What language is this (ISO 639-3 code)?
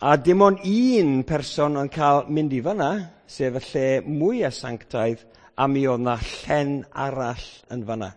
cym